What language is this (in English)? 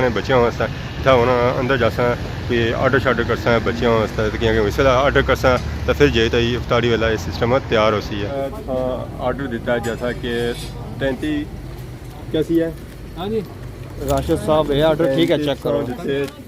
Pahari-Potwari